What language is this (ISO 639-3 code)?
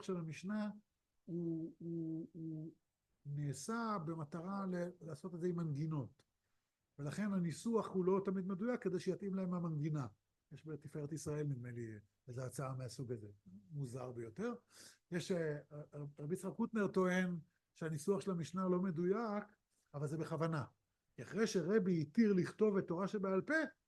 heb